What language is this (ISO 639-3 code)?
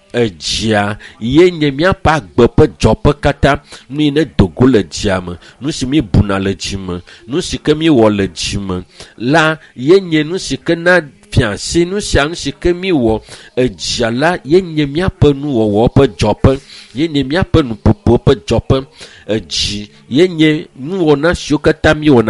ewe